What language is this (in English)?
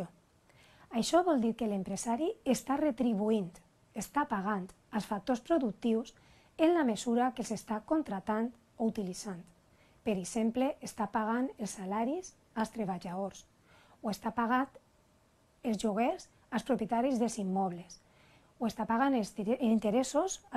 Catalan